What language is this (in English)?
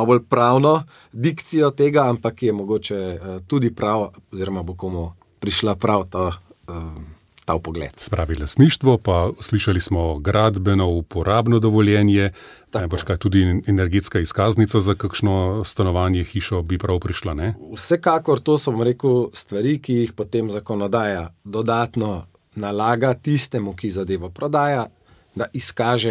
Slovenian